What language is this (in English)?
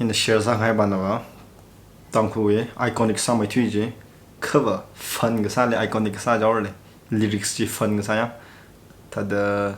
Tangkhul Naga (India)